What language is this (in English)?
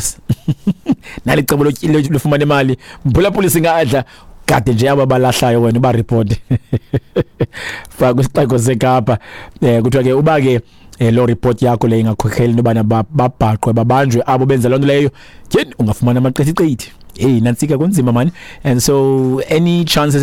Xhosa